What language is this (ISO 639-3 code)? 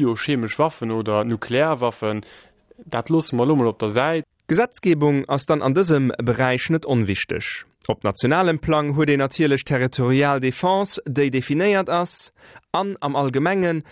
ltz